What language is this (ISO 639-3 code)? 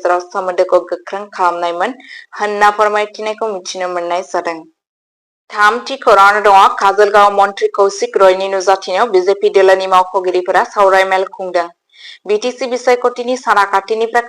brx